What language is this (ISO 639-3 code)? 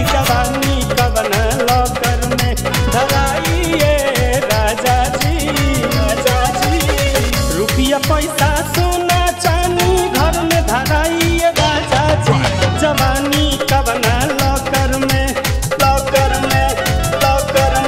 bho